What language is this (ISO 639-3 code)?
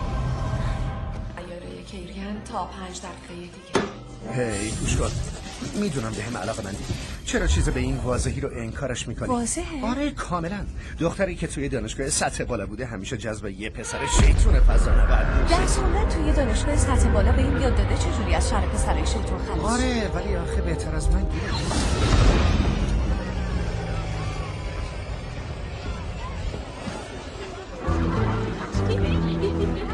fas